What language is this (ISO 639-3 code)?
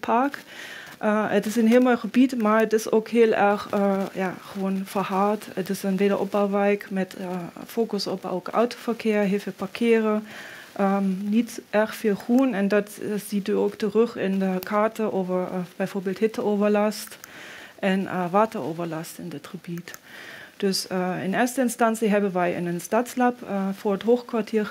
nld